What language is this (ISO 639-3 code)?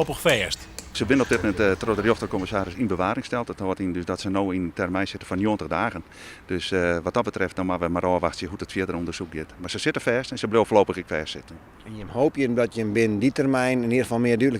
fry